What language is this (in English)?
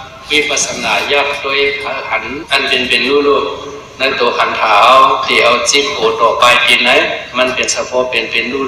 Shan